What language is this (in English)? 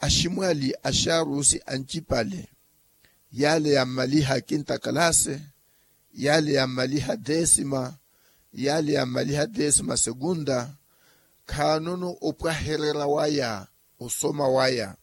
Makhuwa